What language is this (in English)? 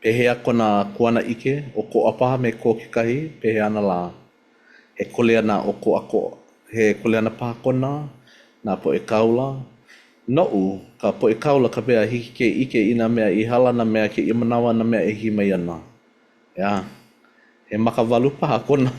Hawaiian